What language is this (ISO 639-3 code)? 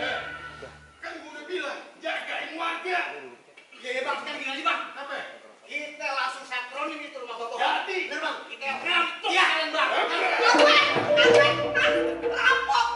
bew